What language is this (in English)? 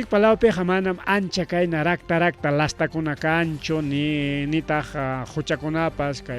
Ayacucho Quechua